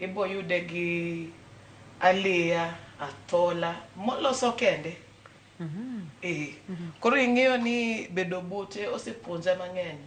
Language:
Luo (Kenya and Tanzania)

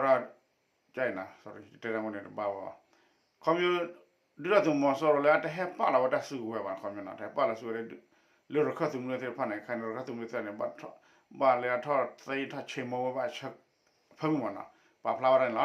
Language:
S'gaw Karen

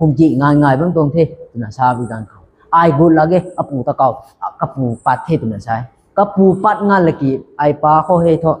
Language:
Rongmei Naga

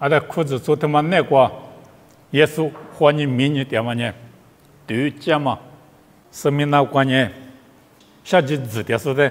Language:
Lisu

